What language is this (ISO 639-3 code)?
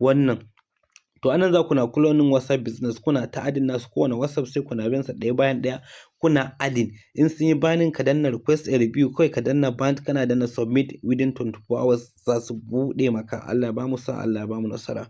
hau